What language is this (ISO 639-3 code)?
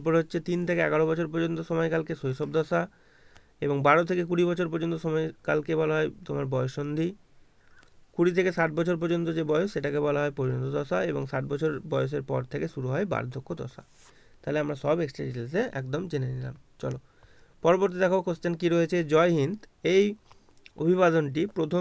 ben